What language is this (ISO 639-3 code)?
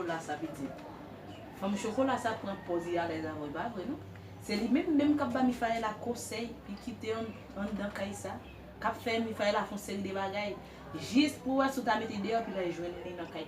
hat